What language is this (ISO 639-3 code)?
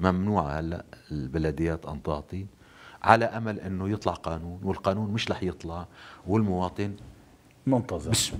apc